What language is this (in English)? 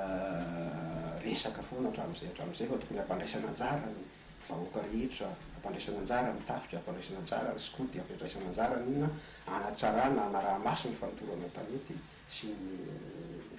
Malagasy